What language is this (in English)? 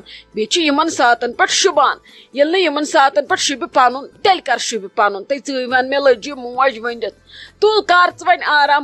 Kashmiri